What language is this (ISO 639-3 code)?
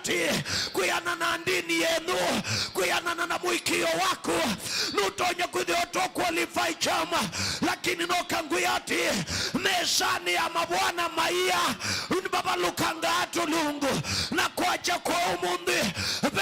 kam